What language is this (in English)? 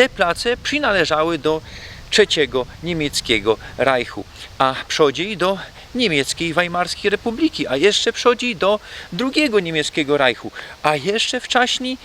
Silesian